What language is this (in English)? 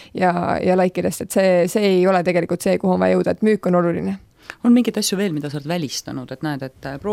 Estonian